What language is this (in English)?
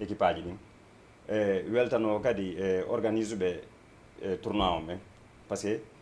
Fula